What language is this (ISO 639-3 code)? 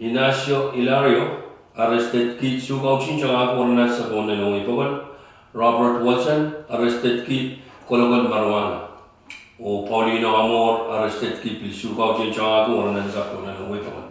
pon